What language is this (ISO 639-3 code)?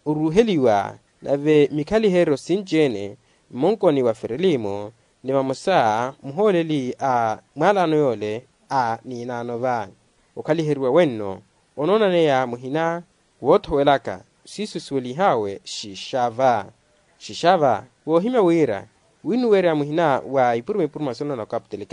vmw